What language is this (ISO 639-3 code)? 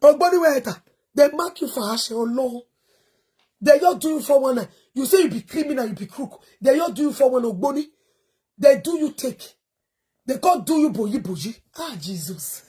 pcm